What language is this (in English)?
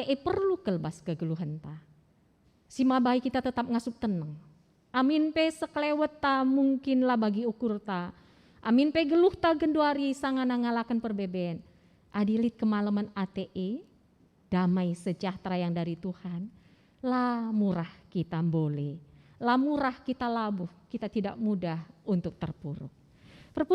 Batak Karo